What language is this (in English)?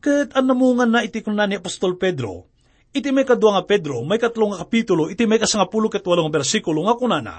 Iloko